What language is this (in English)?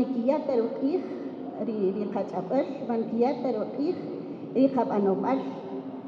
Kaqchikel